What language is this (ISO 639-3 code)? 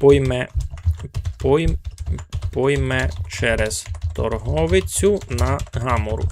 rue